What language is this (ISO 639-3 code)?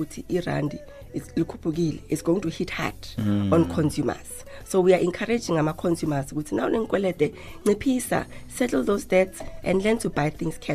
nbl